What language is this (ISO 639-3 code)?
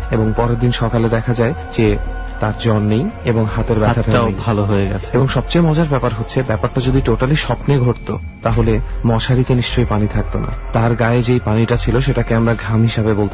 ben